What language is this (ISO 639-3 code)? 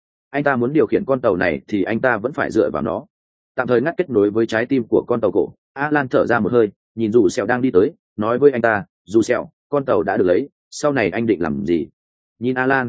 vie